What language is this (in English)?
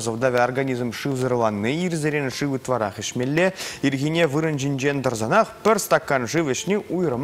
Chuvash